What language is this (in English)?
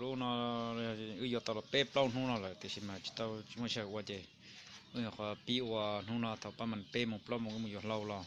Hmong